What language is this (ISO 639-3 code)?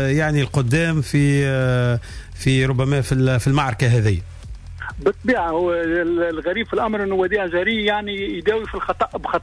aeb